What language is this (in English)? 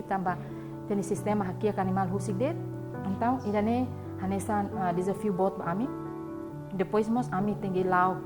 Tetum